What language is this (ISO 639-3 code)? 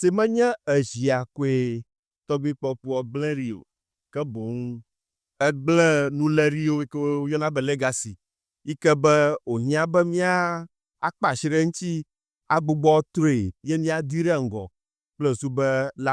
ewe